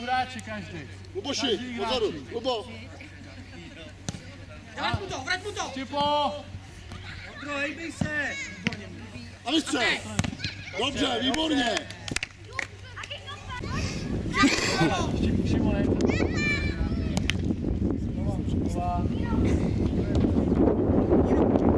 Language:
Czech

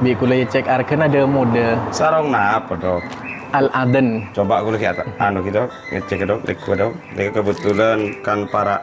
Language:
Madurese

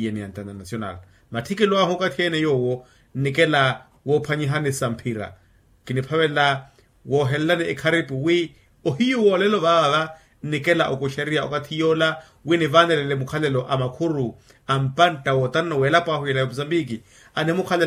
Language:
Makhuwa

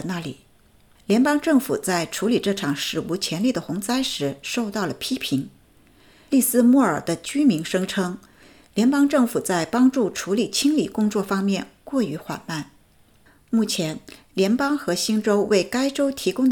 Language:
Chinese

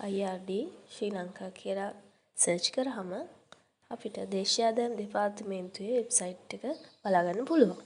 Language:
Sinhala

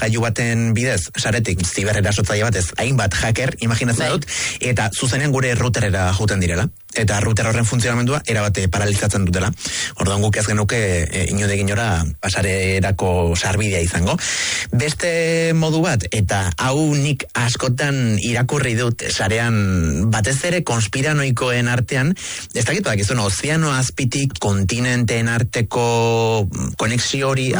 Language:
Basque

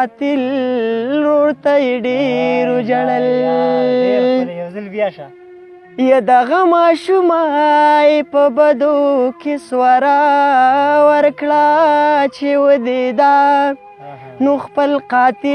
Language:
Pashto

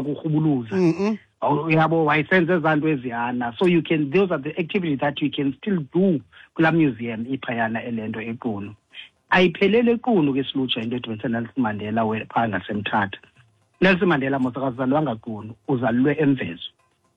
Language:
Xhosa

